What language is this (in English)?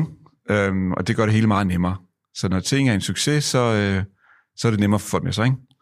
Danish